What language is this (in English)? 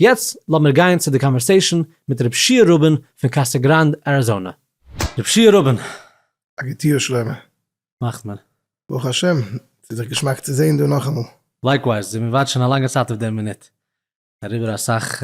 Yiddish